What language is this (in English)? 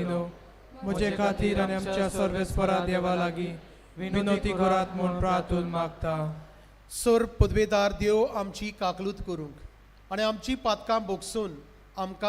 Konkani